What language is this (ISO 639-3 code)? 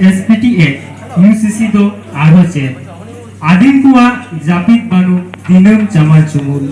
sat